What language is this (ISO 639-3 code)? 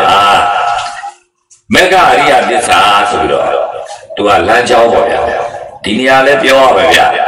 mya